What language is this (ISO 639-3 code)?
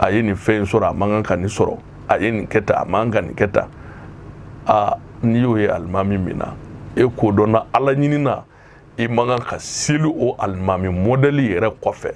bam